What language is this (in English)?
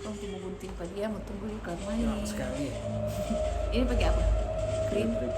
Manado Malay